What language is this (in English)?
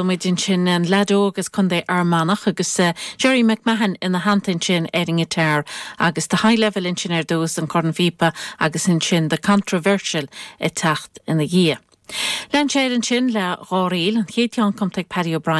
Irish